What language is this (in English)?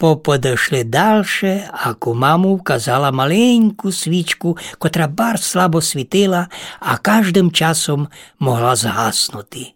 Rusyn